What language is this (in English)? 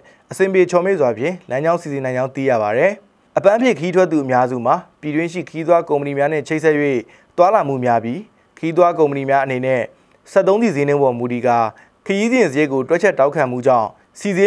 Burmese